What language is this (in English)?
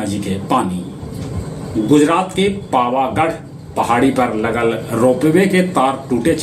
Magahi